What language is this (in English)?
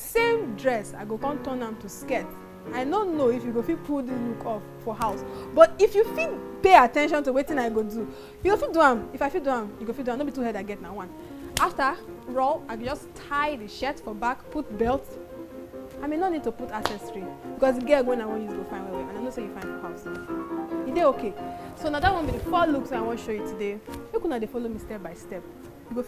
Nigerian Pidgin